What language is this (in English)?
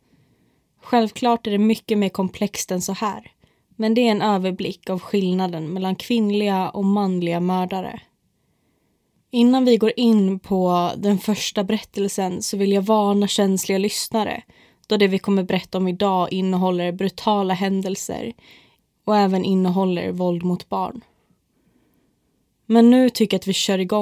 Swedish